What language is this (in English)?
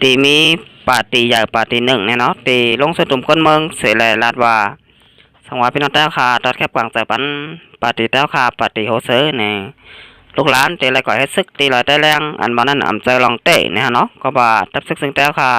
Shan